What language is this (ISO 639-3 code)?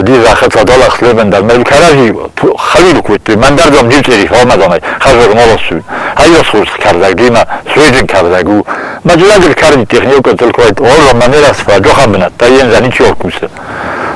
oss